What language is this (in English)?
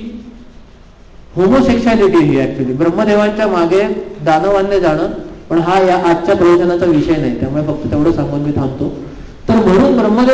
Marathi